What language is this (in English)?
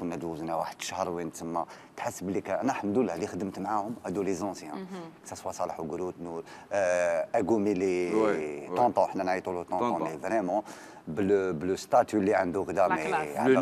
Algerian Arabic